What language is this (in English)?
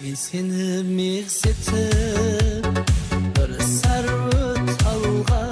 Kara-Kalpak